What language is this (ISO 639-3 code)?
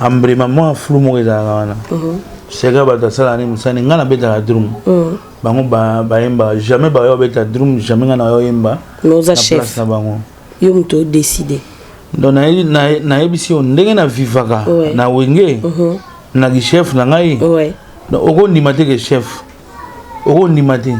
lin